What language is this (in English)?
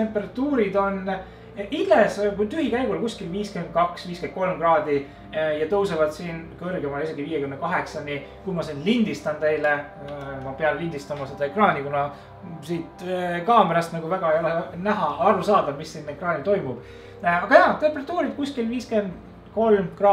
Estonian